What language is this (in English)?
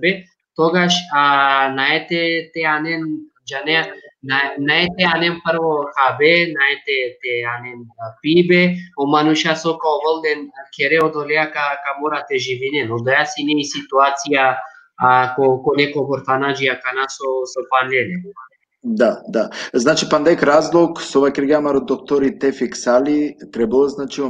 Balkan Romani